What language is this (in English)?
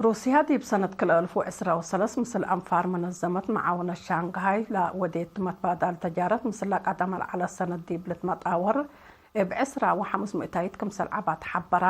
Tigre